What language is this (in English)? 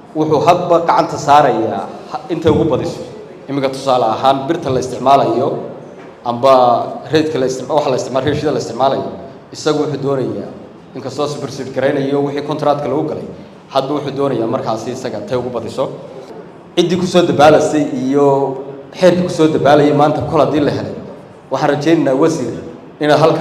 Somali